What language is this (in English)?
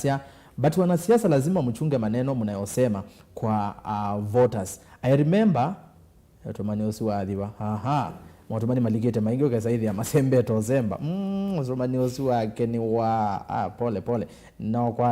Kamba